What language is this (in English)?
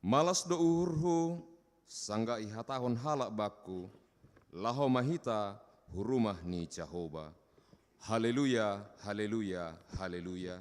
Batak Simalungun